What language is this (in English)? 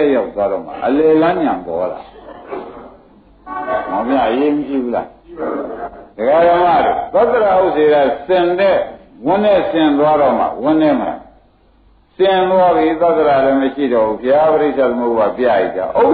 Burmese